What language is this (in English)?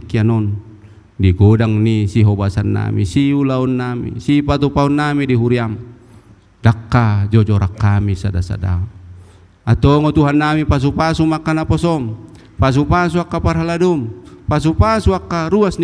Batak Toba